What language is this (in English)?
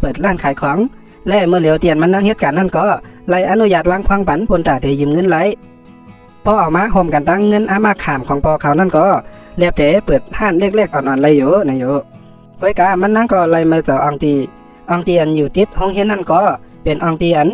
Shan